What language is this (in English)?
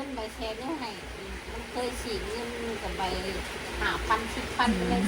Northeastern Thai